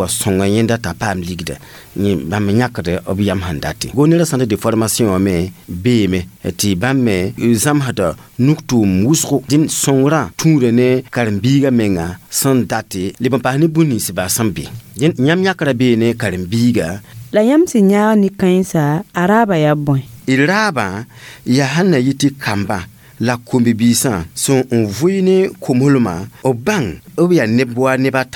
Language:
Mossi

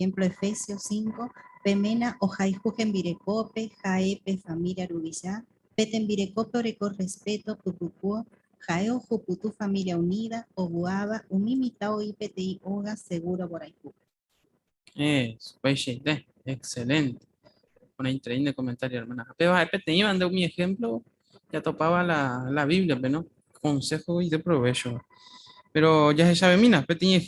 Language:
Guarani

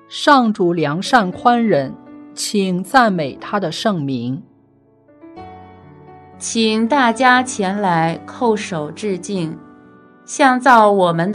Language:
Chinese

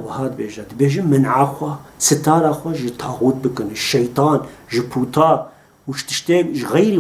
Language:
Kurdish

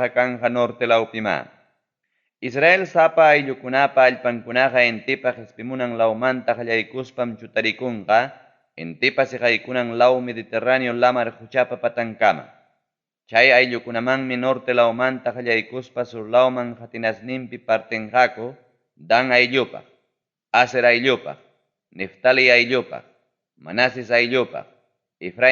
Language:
Ayacucho Quechua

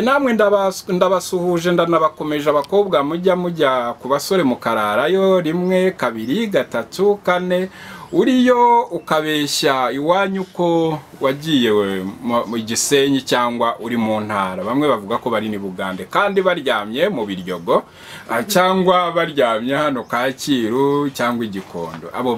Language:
Kinyarwanda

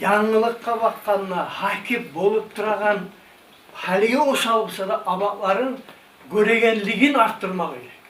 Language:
Kumyk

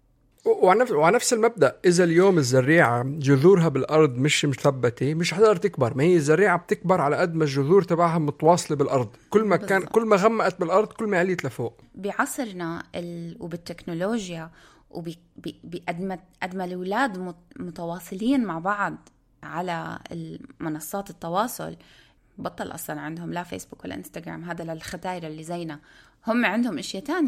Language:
North Levantine Arabic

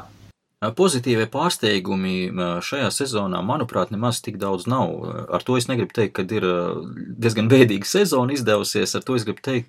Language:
Latvian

